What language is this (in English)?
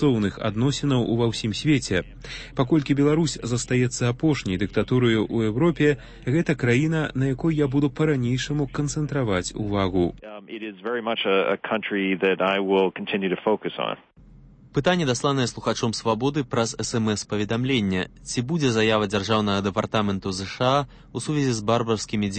Belarusian